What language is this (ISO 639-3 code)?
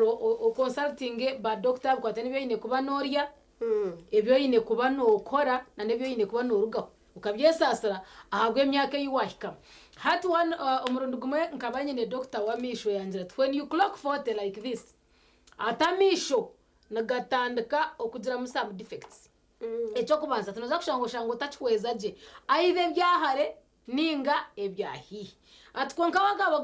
nyn